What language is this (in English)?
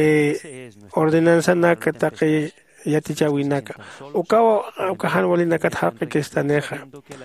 Aymara